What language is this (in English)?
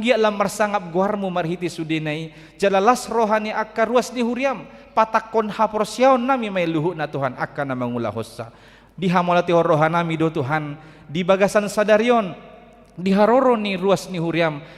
Batak Toba